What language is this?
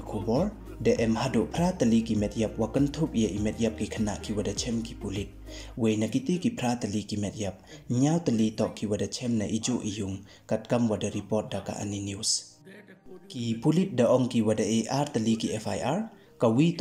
Pnar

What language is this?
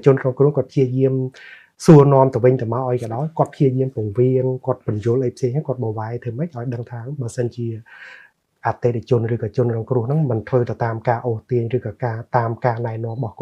Khmer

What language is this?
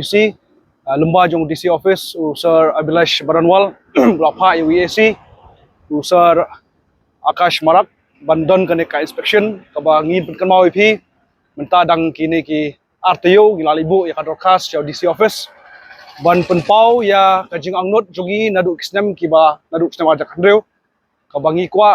Khasi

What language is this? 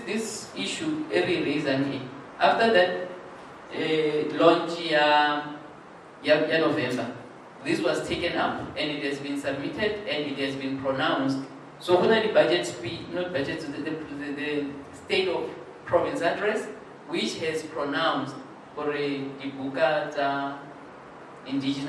Tswana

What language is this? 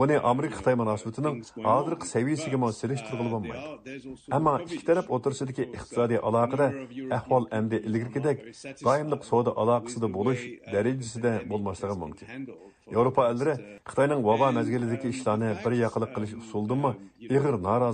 Uyghur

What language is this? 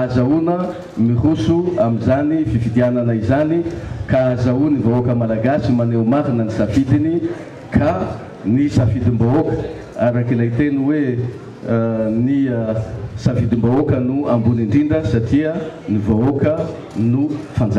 Malagasy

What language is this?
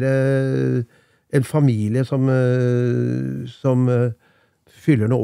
Norwegian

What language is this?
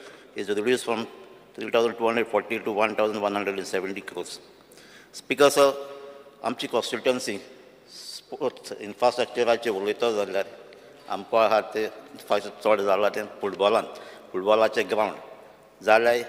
Konkani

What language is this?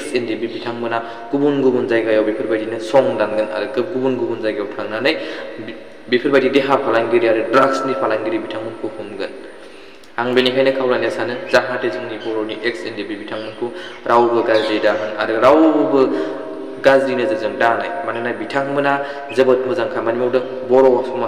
Bodo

